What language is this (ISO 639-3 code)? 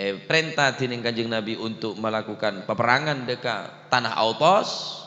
mad